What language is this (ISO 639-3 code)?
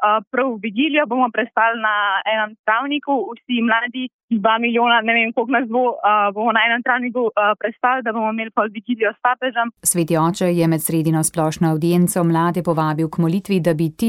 slv